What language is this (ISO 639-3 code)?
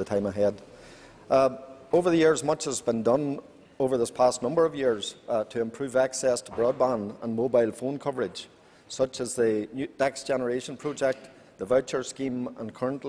eng